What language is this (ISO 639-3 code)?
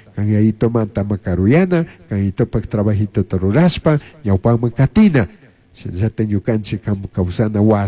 qug